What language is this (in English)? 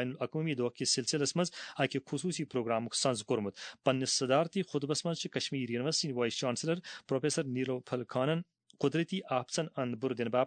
Kashmiri